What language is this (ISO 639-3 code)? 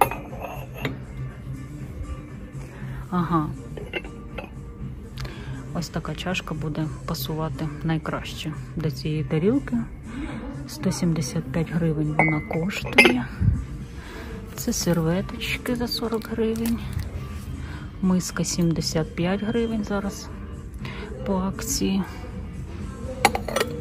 ukr